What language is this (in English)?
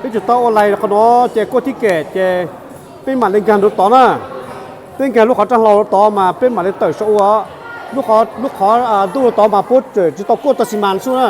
Hmong